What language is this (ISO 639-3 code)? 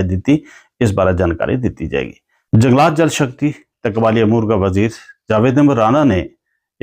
gju